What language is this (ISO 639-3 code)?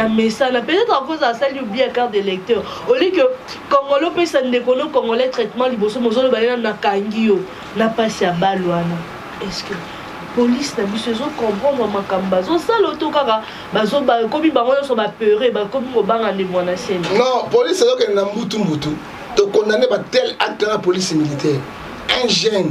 lin